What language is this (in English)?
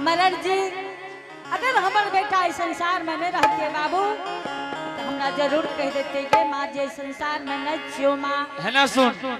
Angika